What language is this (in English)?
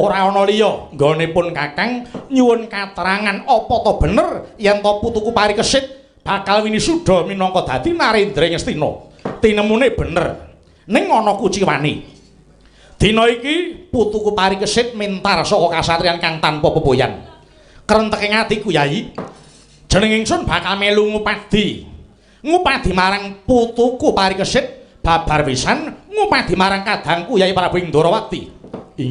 Javanese